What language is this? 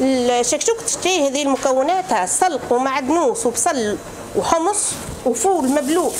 Tunisian Arabic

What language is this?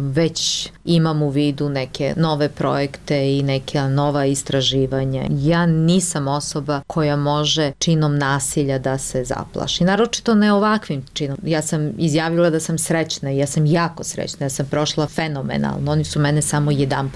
Serbian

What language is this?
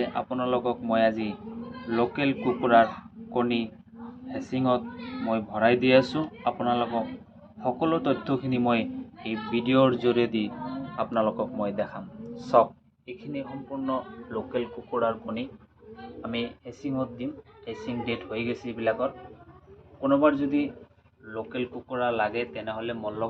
Assamese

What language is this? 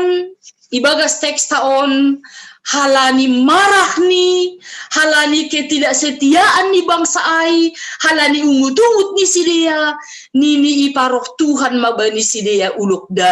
Batak Simalungun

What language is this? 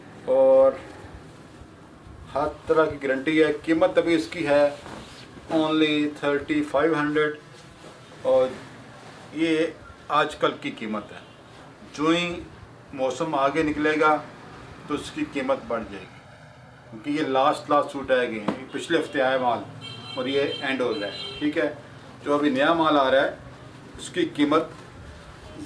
Hindi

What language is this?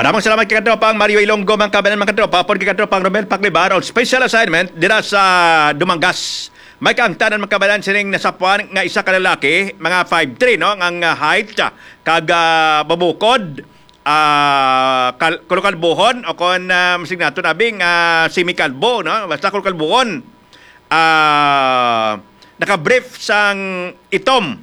Hiligaynon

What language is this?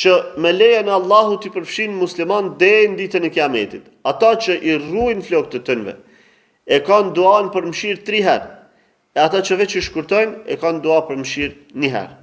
Albanian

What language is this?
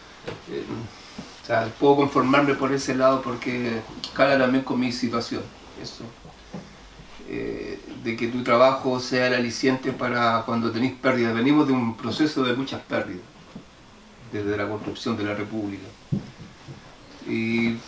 Spanish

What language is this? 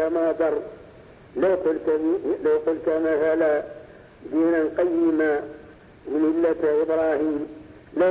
Arabic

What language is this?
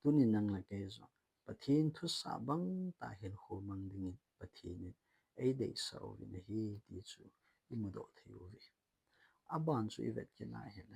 Thado Chin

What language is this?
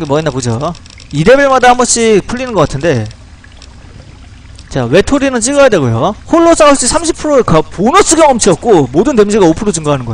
Korean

